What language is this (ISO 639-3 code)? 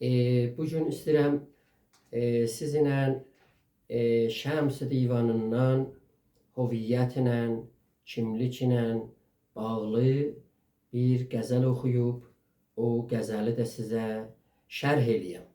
azb